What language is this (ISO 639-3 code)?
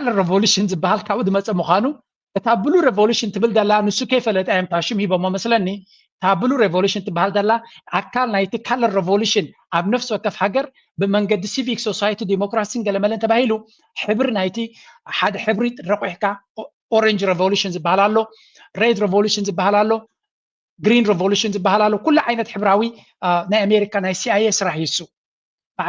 tir